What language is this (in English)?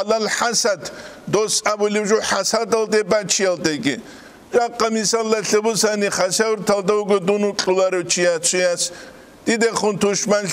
Avaric